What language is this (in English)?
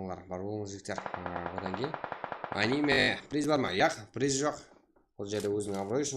Kara-Kalpak